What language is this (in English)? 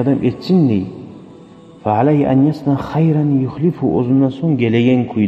Kumyk